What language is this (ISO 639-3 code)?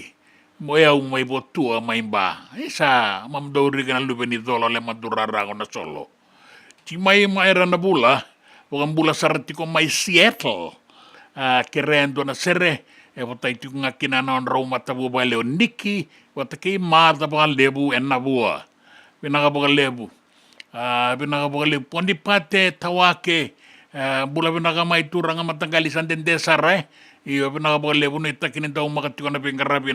fij